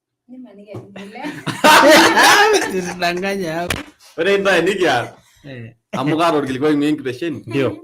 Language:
Masai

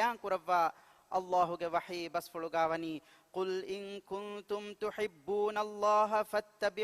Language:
Divehi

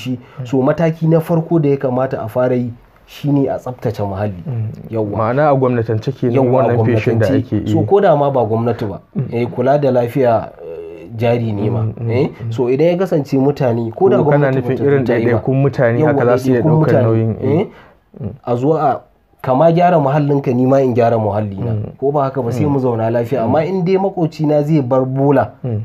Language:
Hausa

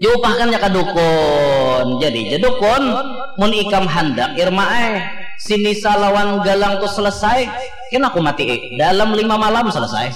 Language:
Banjar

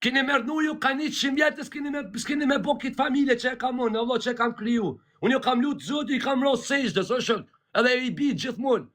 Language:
Albanian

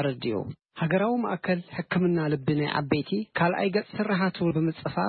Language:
Tigrinya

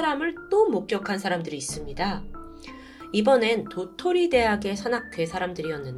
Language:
Korean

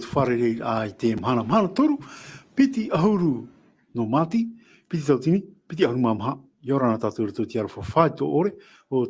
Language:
Tahitian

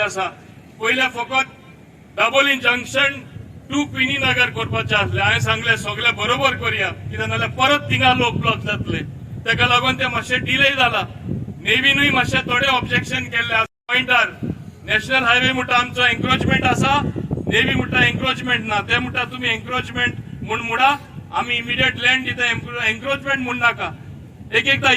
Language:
Konkani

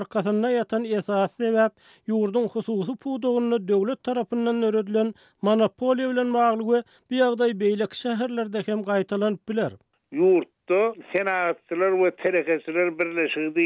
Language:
Turkmen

